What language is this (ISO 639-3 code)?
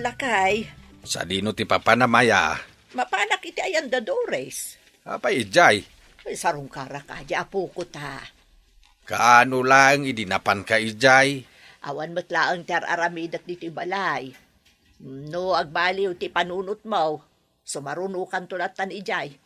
ilo